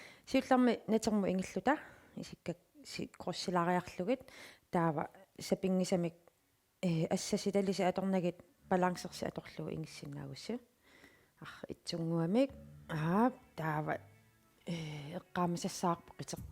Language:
Kalaallisut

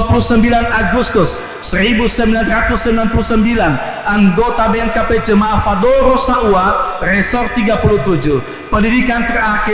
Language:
Nias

